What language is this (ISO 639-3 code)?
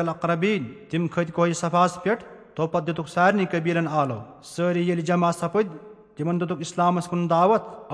kas